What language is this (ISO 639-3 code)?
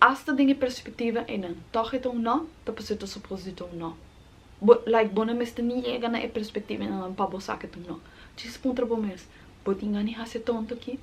pap